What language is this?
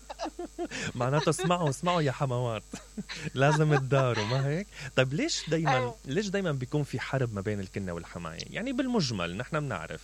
Mesopotamian Arabic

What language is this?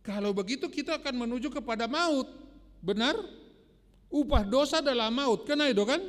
Batak Simalungun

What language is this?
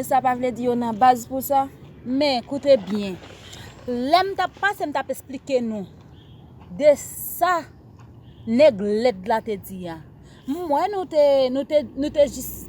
Haitian Creole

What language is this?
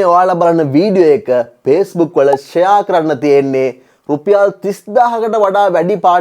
Sinhala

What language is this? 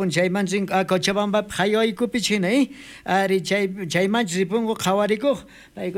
South Bolivian Quechua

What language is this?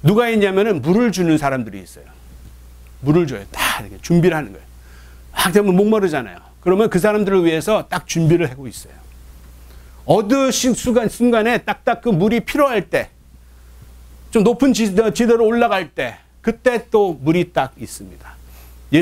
Korean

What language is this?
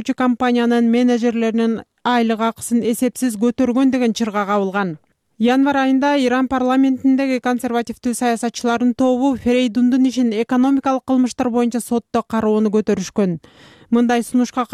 Kyrgyz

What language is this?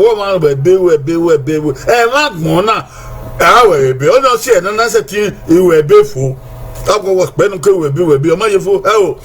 Bini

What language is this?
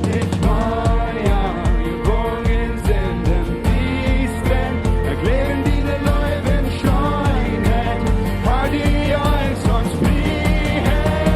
Plautdietsch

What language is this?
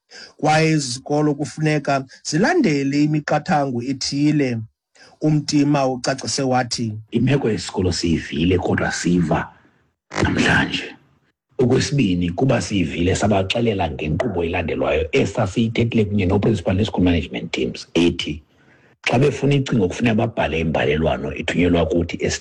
Xhosa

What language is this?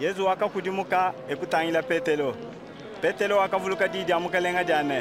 Luba-Lulua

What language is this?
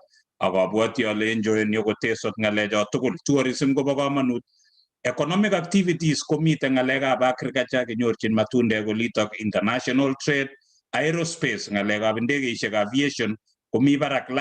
Kalenjin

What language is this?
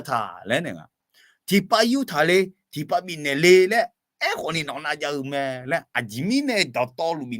Akha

